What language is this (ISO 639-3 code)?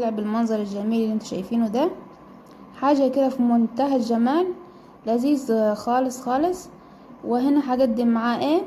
arz